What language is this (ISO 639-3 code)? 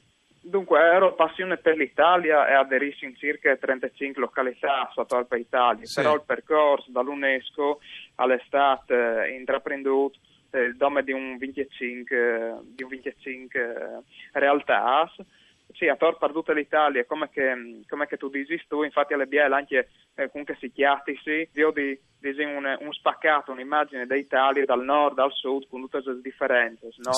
fur